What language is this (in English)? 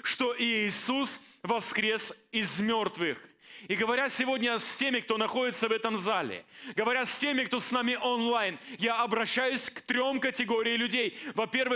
Russian